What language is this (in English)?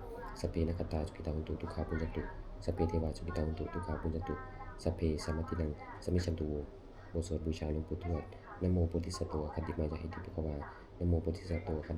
Pali